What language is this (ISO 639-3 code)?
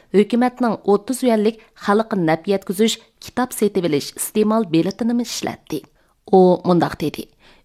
uig